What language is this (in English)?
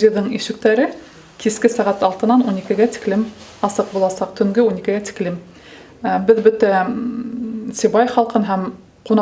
Bashkir